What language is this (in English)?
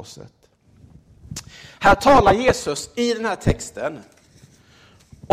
Swedish